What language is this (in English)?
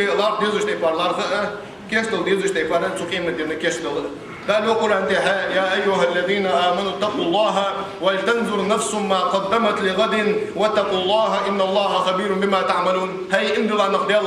Ingush